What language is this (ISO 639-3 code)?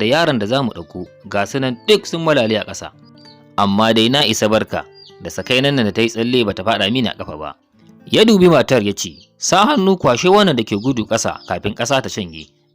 hau